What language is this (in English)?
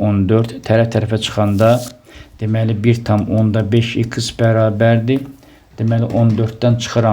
Azerbaijani